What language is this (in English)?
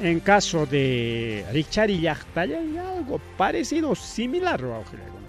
Ayacucho Quechua